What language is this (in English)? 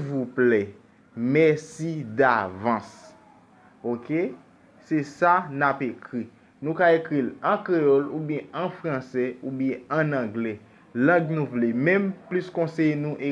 Haitian Creole